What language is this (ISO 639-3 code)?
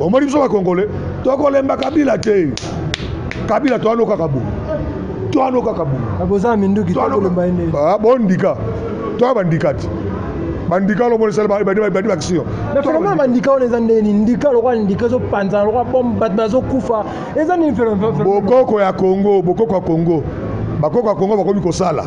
lin